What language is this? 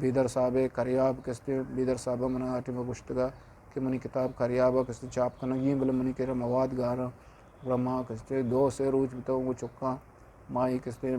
Eastern Balochi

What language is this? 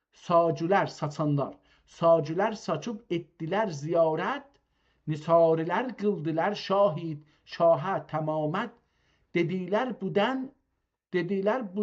South Azerbaijani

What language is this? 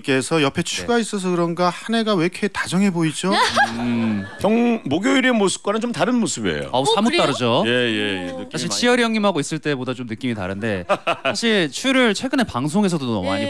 Korean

